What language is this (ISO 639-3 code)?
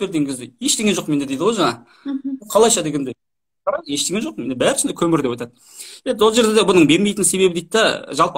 kaz